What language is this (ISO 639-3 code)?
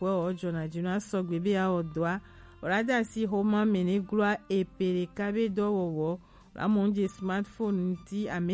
gej